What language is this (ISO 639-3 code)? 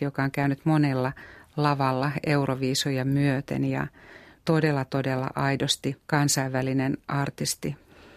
fin